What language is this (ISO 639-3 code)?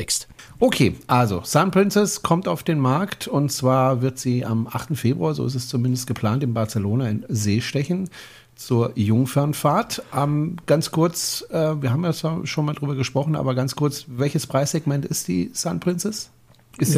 deu